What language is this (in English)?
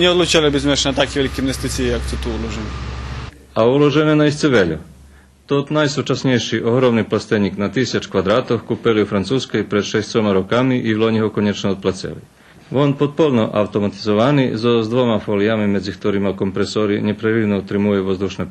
Rusyn